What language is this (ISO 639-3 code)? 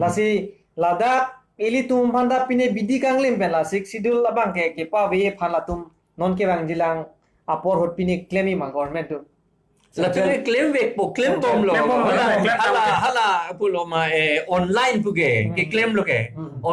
mjw